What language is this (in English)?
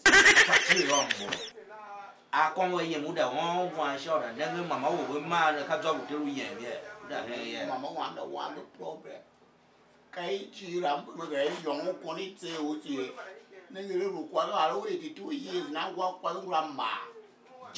Tiv